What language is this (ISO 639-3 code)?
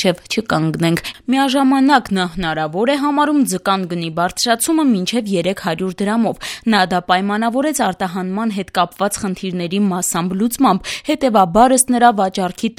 hye